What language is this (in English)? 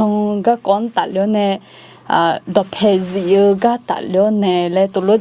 Akha